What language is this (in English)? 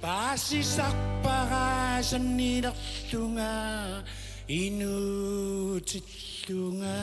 Kalaallisut